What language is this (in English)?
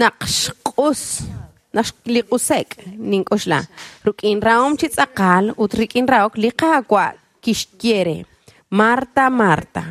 Kekchí